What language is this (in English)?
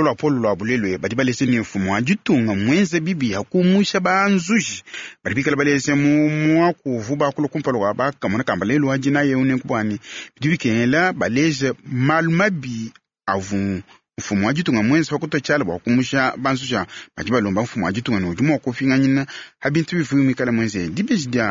Luba-Lulua